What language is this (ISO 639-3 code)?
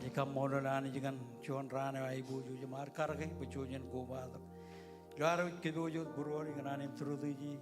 mah